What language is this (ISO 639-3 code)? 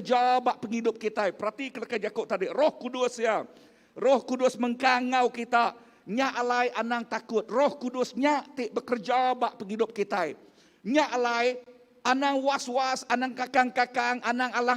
iba